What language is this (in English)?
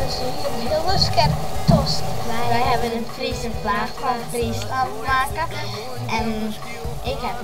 Western Frisian